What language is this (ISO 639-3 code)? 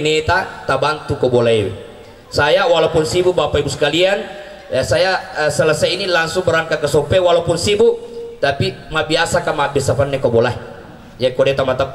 bug